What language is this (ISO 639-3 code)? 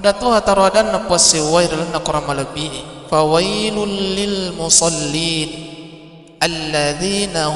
bug